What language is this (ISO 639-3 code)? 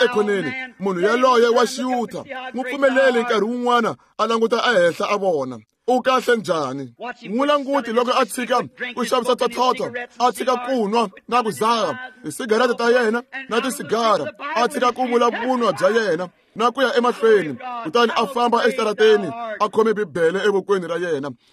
tso